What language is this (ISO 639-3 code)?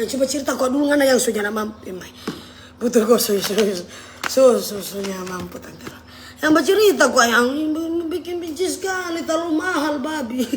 xmm